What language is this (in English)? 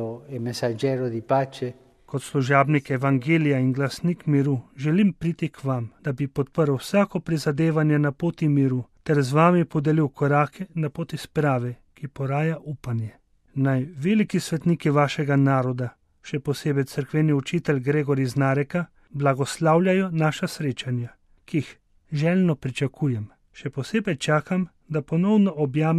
Slovenian